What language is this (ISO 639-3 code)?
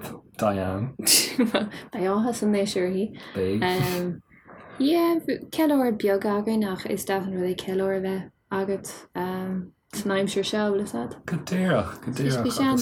gle